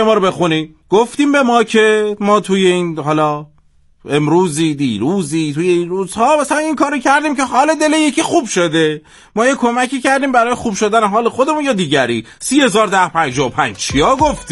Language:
Persian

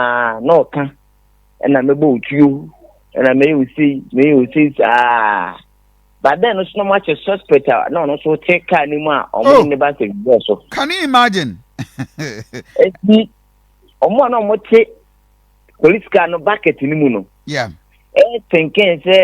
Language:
Akan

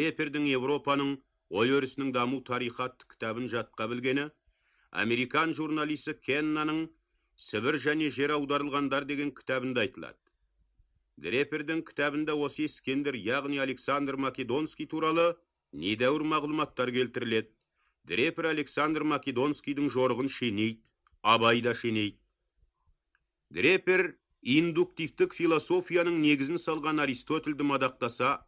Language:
Kazakh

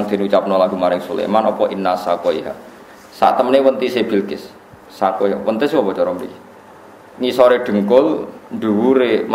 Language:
Javanese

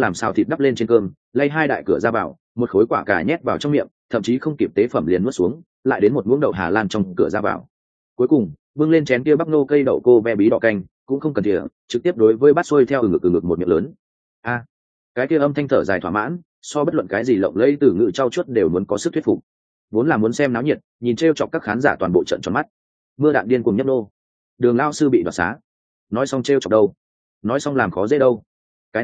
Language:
Vietnamese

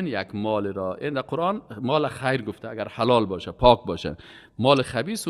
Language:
Persian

